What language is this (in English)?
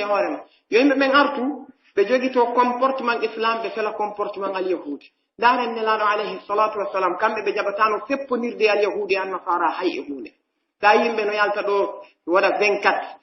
Pular